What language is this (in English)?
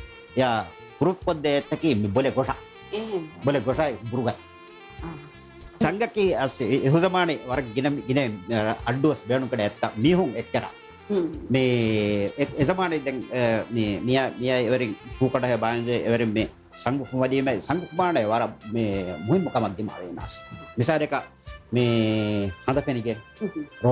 Divehi